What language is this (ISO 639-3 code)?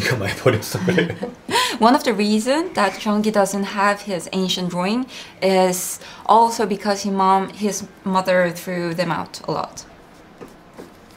kor